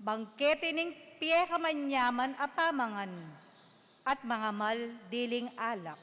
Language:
Pampanga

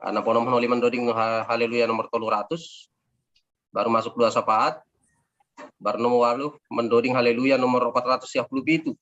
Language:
Batak Simalungun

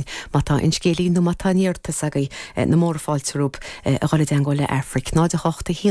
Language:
Irish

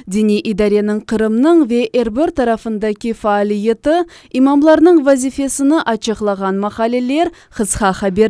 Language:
Crimean Tatar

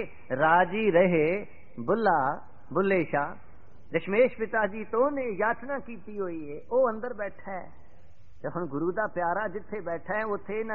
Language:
Punjabi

